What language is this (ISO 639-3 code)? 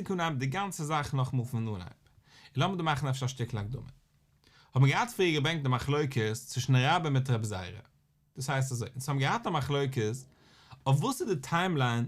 yid